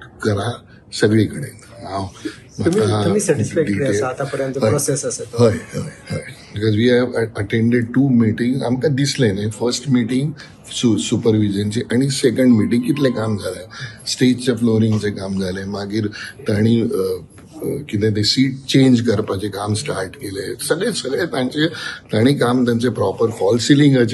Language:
Konkani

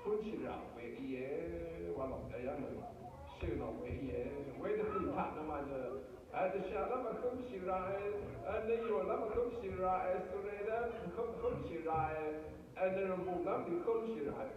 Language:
Rawang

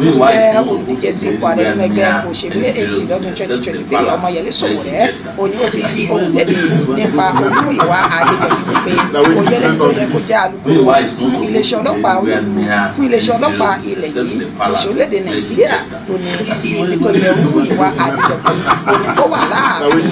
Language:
Yoruba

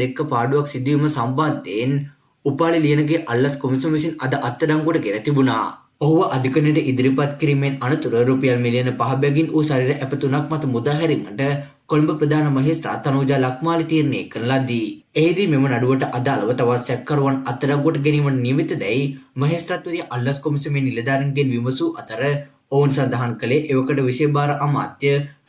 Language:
Sinhala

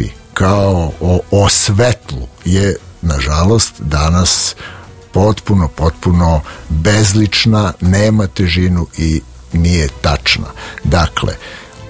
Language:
Serbian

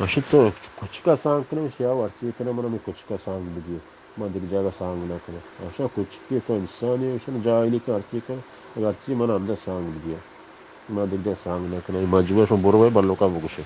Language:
Baluchi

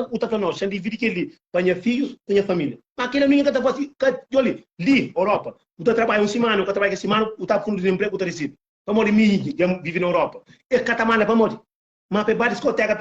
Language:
Kabuverdianu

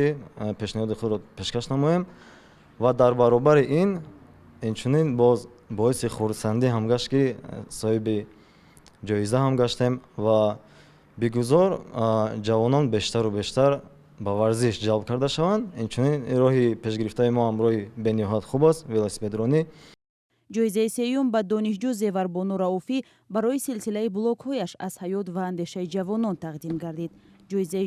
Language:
Tajik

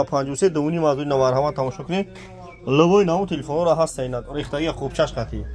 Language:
Tajik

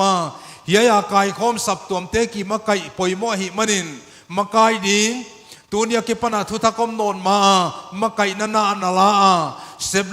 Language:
Paite Chin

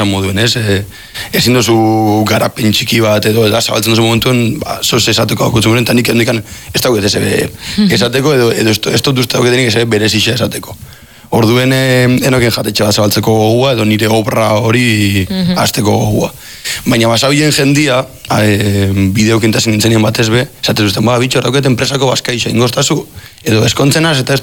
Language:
Basque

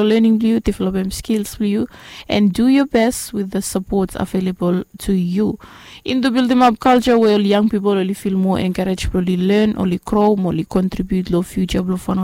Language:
Bislama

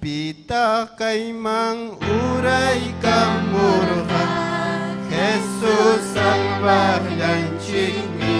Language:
Ayacucho Quechua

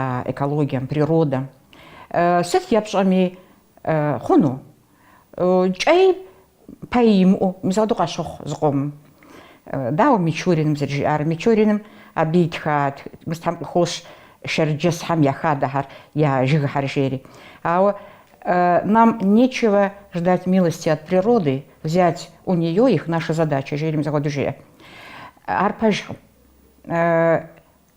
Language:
Kabardian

